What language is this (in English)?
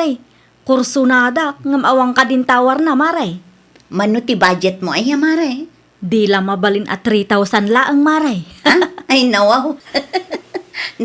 Iloko